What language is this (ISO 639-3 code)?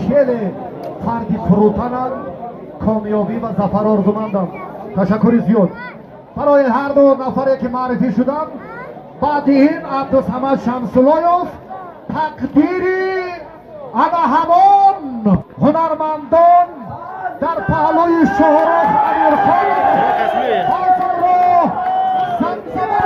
tgk